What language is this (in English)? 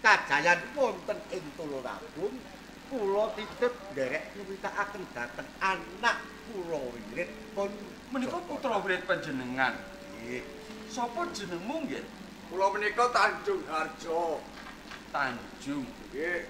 Javanese